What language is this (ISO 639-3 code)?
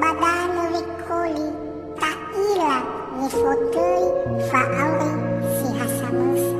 nia